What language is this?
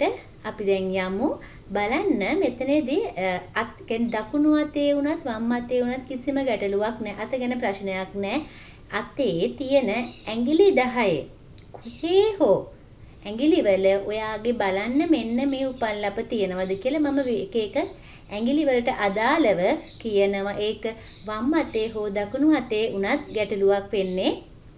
Sinhala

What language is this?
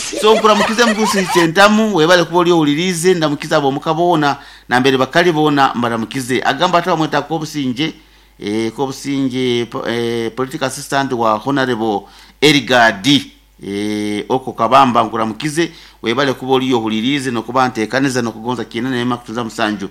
Nyoro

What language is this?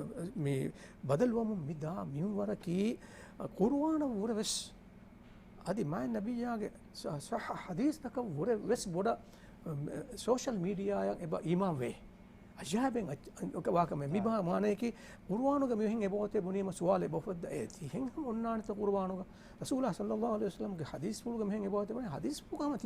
Divehi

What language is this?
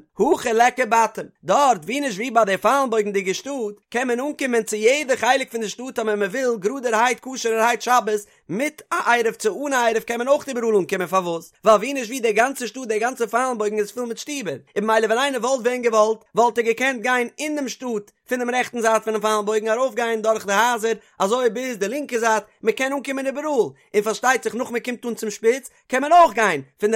Yiddish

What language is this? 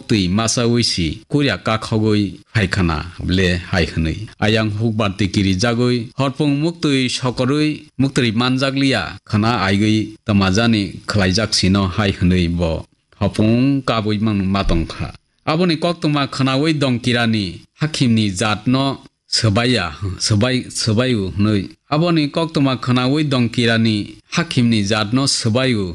Kok Borok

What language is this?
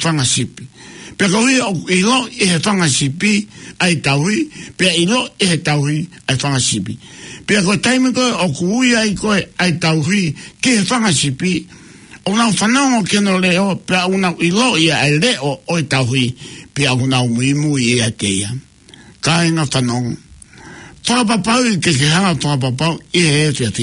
Tongan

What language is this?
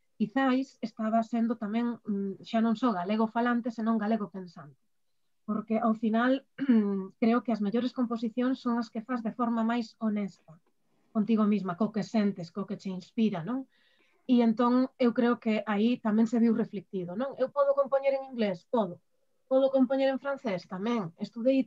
Galician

